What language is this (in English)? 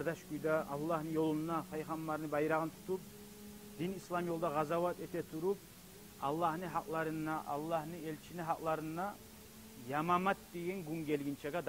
Kumyk